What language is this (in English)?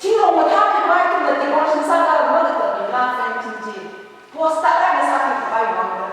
Tangkhul Naga (India)